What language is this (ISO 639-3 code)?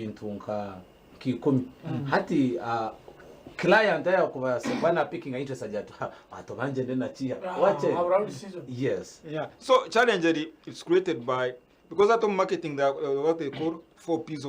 nyn